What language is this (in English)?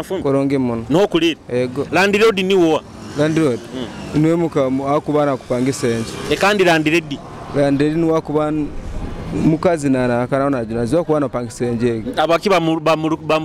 Nyoro